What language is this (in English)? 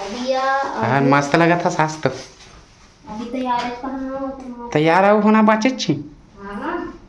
Chhattisgarhi